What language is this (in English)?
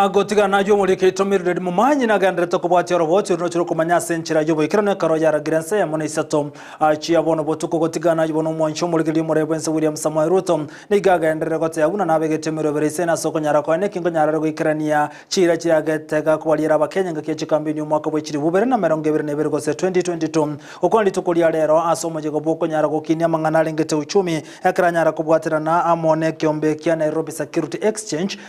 Gusii